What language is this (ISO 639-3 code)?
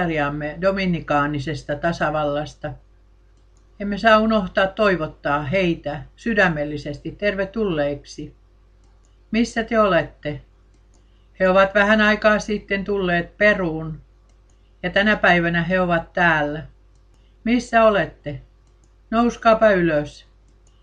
fin